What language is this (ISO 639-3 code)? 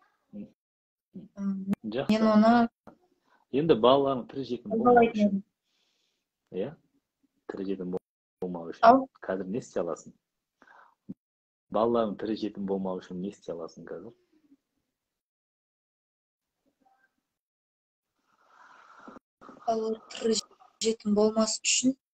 kaz